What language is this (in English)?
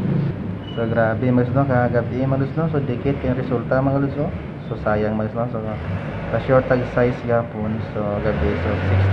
Filipino